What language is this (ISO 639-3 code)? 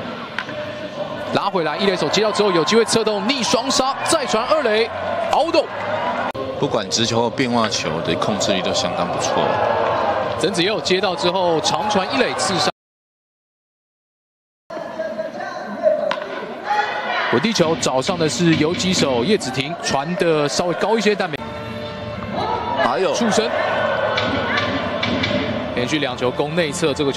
zho